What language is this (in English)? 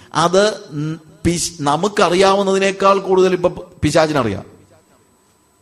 Malayalam